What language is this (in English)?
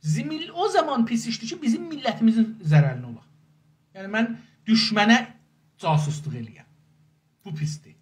South Azerbaijani